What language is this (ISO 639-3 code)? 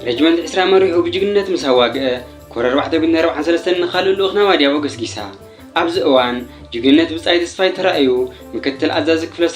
tir